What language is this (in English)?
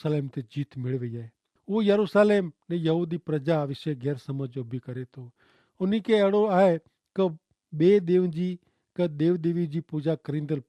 Kachhi